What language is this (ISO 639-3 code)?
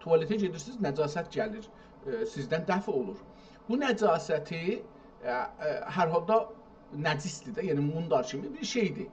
azb